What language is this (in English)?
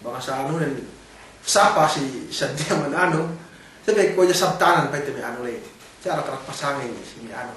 Yakan